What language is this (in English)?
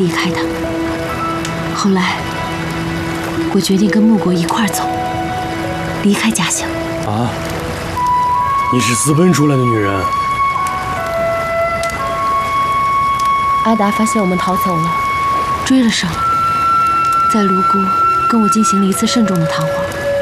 Chinese